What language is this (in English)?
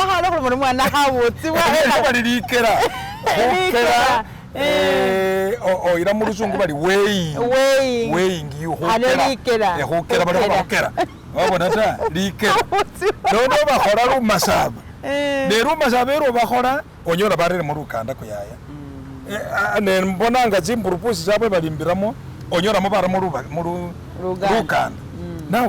Masaaba